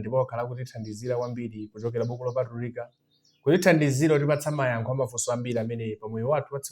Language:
Nyanja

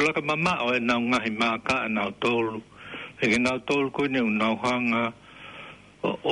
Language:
Tongan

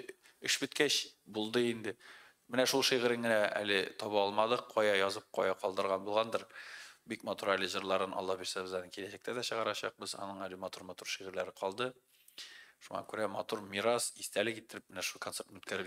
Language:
Tatar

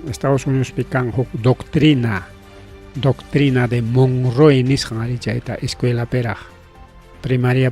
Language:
Ayacucho Quechua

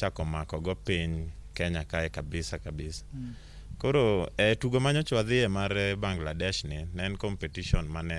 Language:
Luo (Kenya and Tanzania)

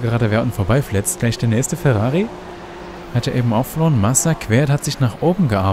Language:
German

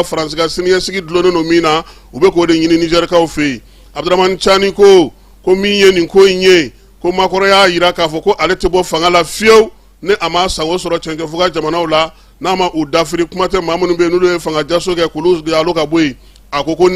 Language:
Bambara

